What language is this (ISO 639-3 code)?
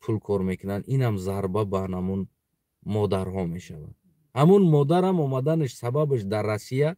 tgk